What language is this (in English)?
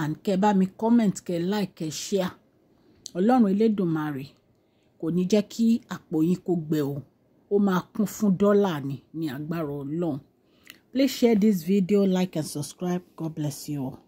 Yoruba